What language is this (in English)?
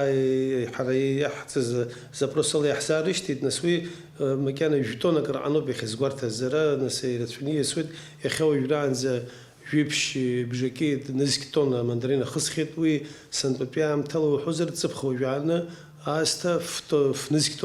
Abkhazian